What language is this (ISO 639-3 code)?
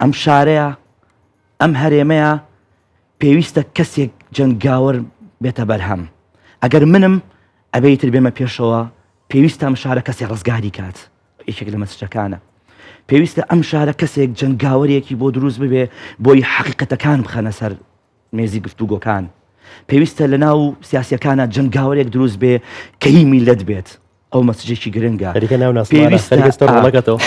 ckb